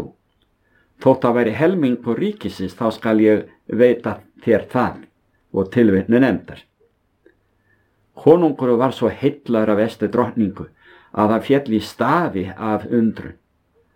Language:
Icelandic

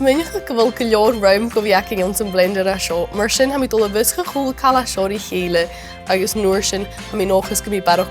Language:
Scottish Gaelic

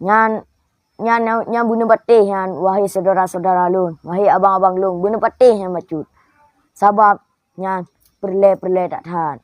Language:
Achinese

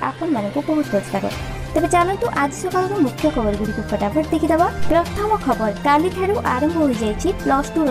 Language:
Odia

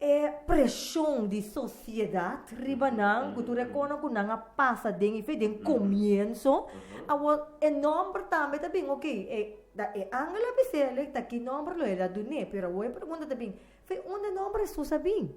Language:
Papiamento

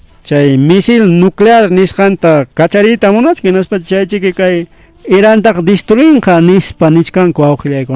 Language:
Ayacucho Quechua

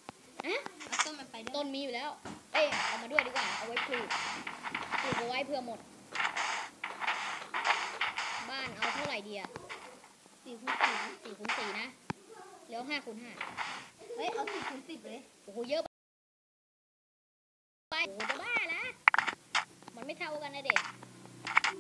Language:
Thai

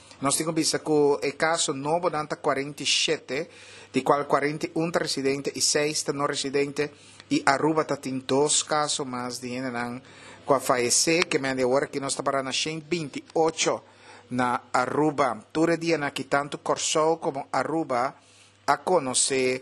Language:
Papiamento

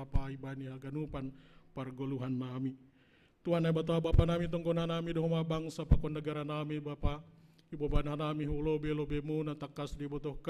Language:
Batak Simalungun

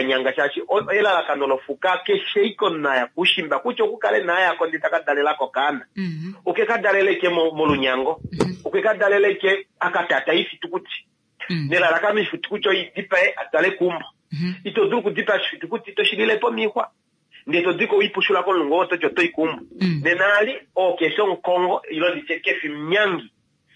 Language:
Kuanyama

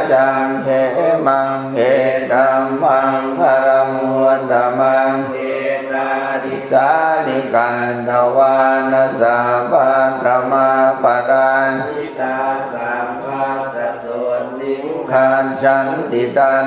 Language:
Pali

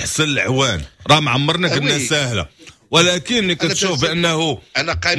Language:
Moroccan Arabic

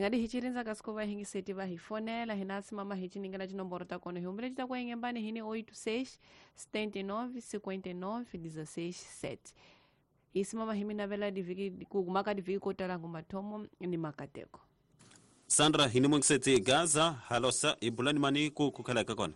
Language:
Tsonga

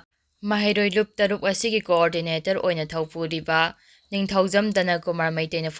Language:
Manipuri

